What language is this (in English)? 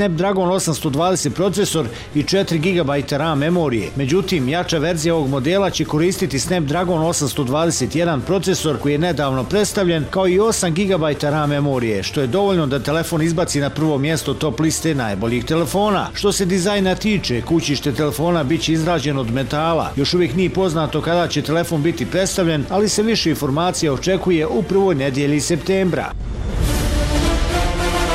Bosnian